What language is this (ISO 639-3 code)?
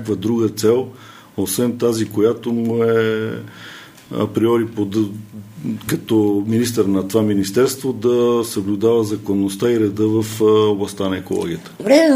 bul